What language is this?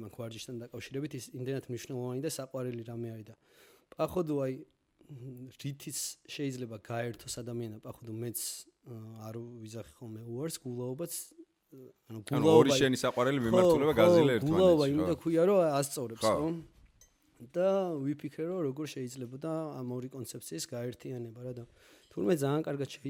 Georgian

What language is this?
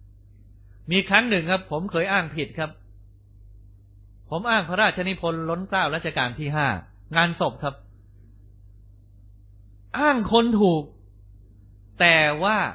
Thai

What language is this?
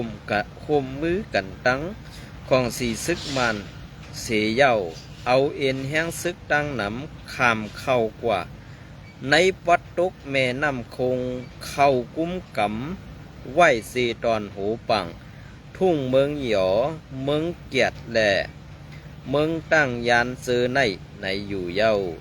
Shan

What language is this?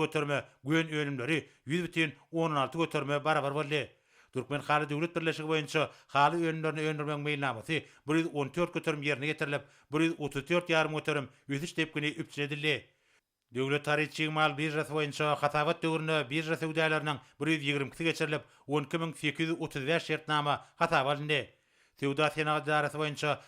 Turkmen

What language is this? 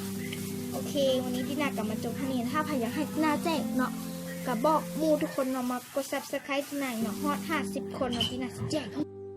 Lao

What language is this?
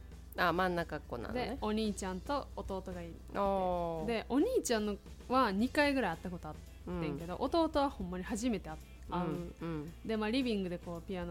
Japanese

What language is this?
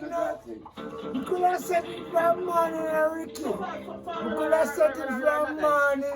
Jamaican Creole English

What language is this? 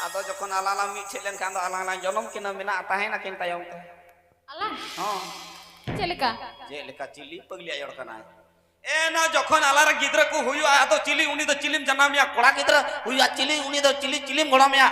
Santali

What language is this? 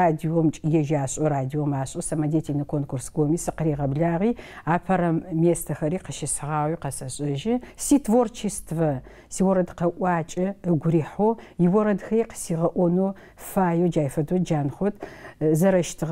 Adyghe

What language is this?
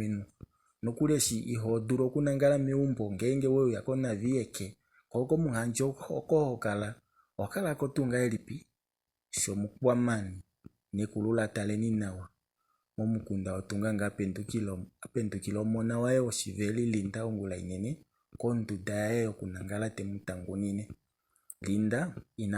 Kuanyama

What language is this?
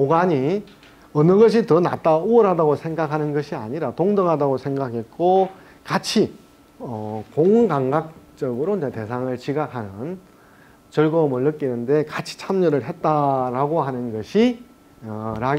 Korean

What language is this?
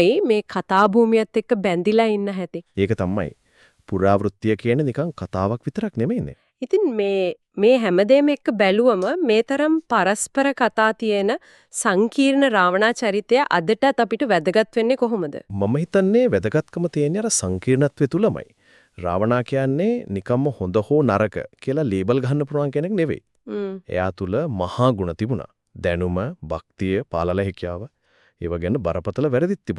Sinhala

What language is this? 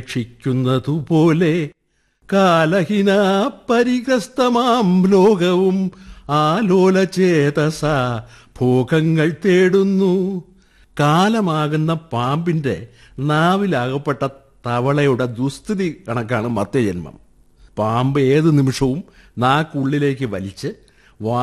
Malayalam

